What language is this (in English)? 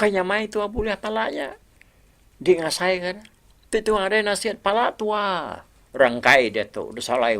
Iban